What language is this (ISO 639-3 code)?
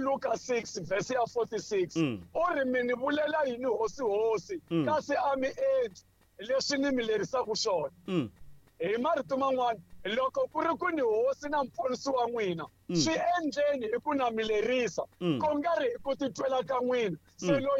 tso